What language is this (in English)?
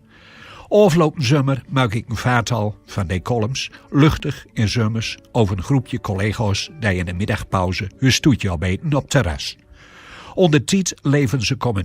Gronings